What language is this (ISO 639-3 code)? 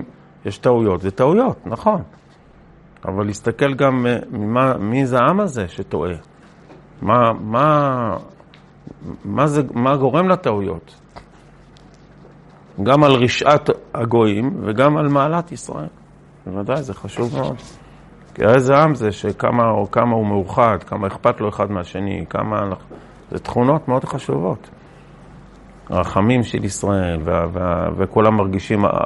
heb